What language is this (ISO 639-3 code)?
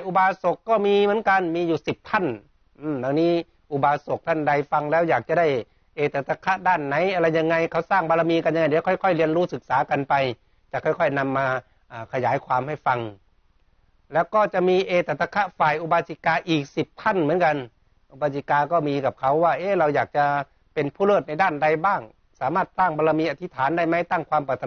tha